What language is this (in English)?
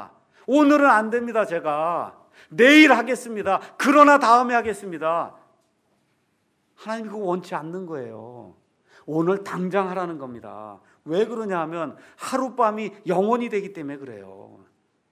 Korean